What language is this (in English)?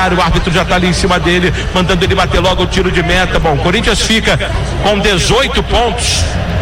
Portuguese